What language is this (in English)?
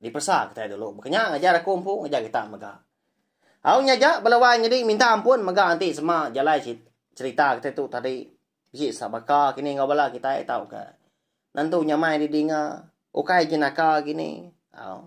Iban